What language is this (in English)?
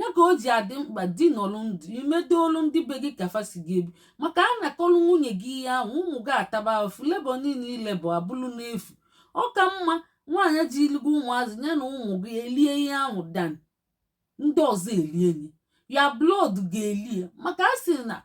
Igbo